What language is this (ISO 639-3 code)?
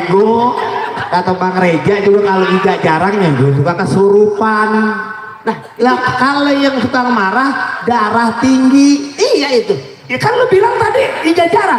bew